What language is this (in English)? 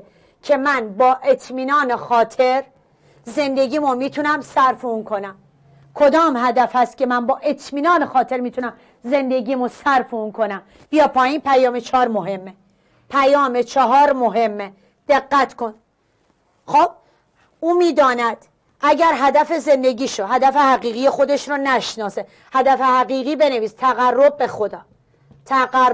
Persian